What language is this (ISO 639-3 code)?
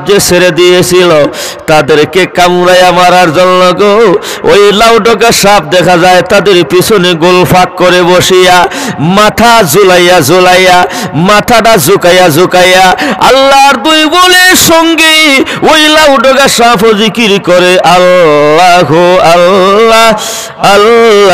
syl